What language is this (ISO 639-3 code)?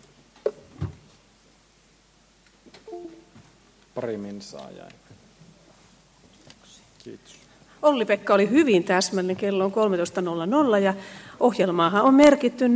fin